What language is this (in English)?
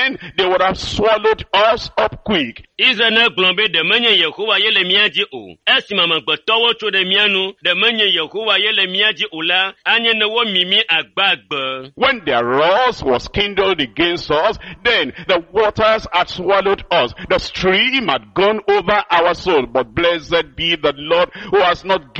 Ewe